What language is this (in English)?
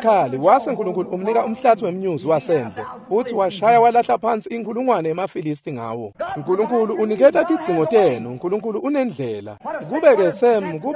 Swati